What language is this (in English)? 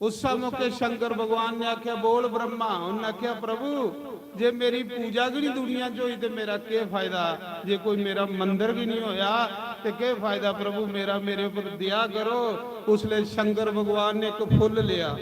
Dogri